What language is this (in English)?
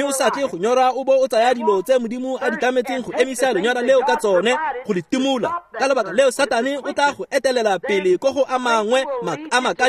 Tswana